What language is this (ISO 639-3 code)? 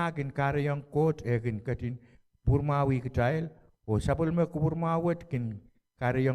pon